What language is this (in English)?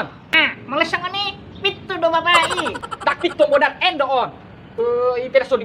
Batak Toba